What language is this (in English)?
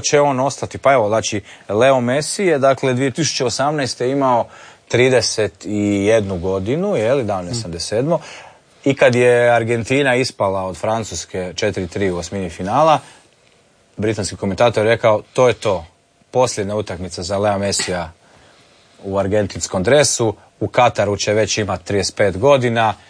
Croatian